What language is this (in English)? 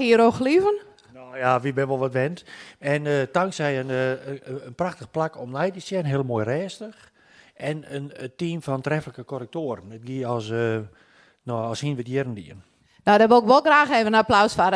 Western Frisian